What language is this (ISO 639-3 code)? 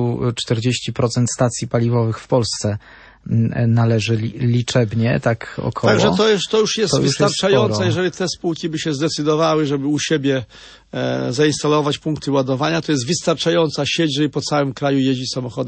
pol